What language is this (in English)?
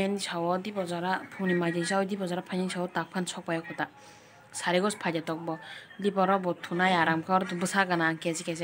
Kok Borok